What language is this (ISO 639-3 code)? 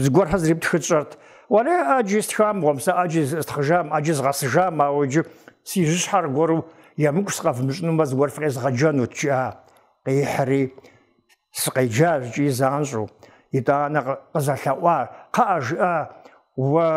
kbd